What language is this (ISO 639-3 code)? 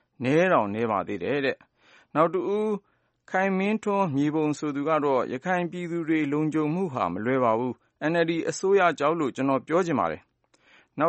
mya